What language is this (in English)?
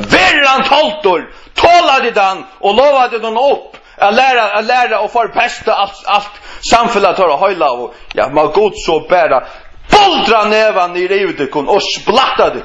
Faroese